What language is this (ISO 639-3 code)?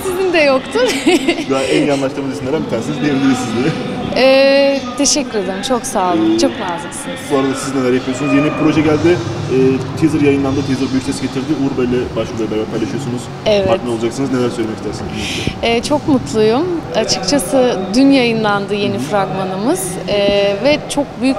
tur